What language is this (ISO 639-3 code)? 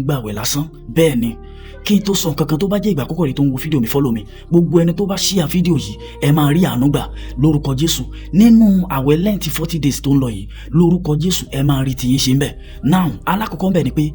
yor